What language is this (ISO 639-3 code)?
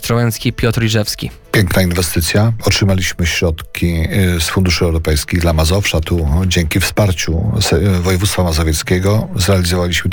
pol